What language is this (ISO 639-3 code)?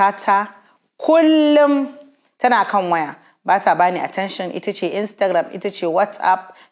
hau